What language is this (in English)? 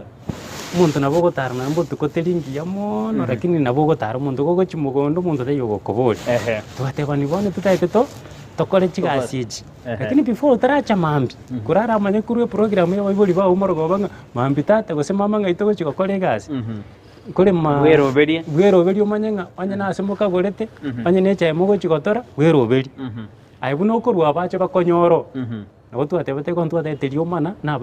Gusii